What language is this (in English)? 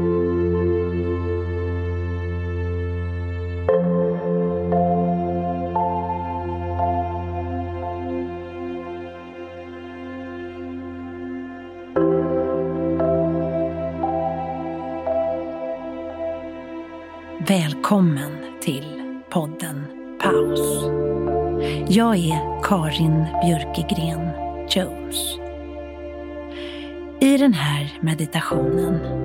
Swedish